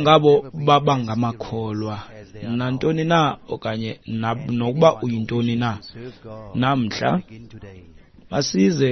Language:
Xhosa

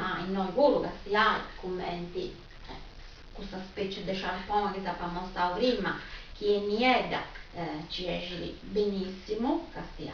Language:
Sardinian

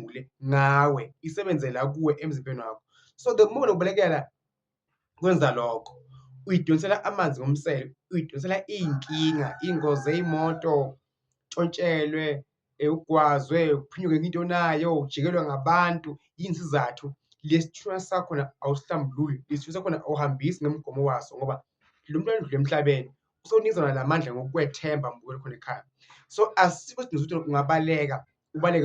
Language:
Zulu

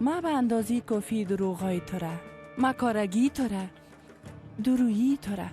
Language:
Persian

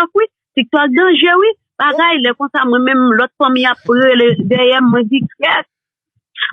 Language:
Haitian Creole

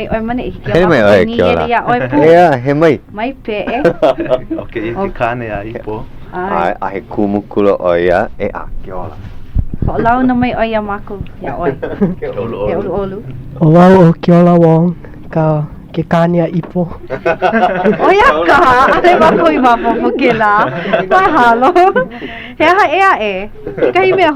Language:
Hawaiian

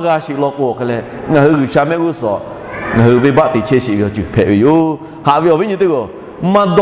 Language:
Lahu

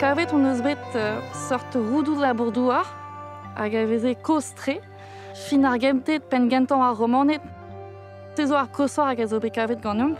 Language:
Breton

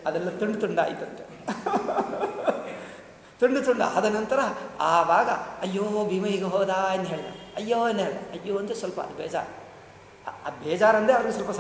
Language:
Kannada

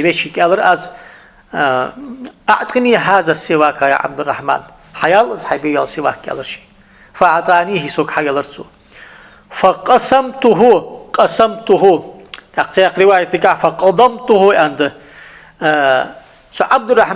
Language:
Ingush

